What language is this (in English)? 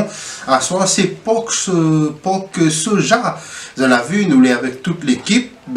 Réunion Creole French